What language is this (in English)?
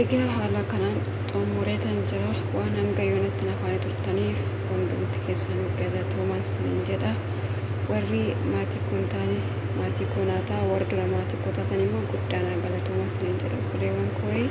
Oromo